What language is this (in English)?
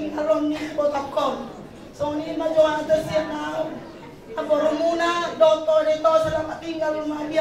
Batak Toba